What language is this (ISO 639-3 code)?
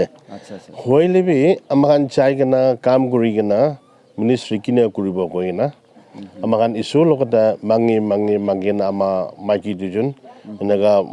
nag